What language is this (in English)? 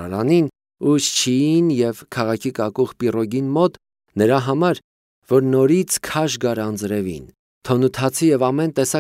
Armenian